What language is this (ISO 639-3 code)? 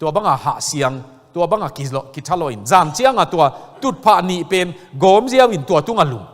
ctd